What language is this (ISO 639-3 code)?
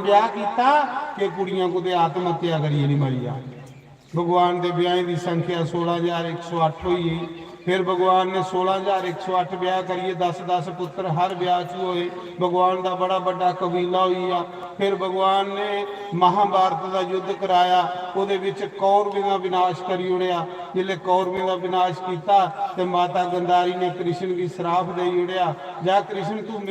doi